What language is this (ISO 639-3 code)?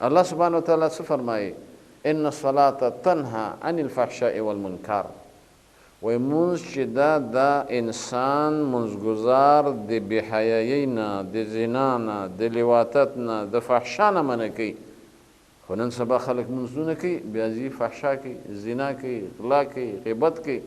pus